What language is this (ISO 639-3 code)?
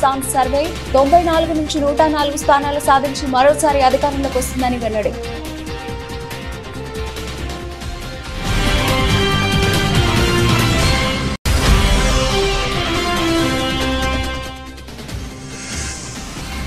tel